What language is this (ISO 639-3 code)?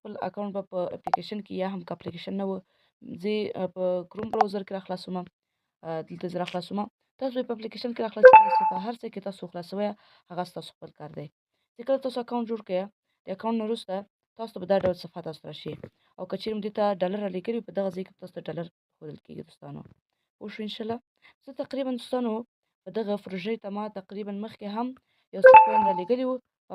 pus